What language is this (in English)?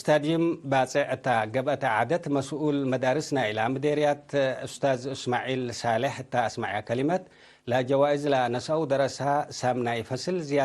Tigre